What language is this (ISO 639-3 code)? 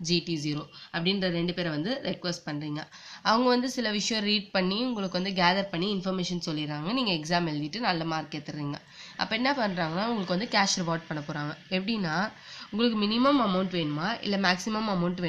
tam